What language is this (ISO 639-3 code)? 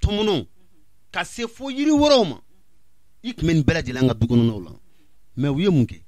bam